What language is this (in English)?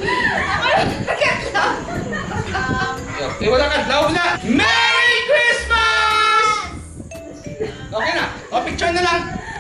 Hiligaynon